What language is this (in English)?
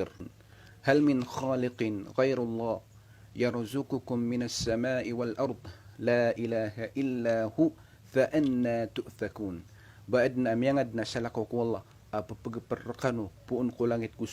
Maranao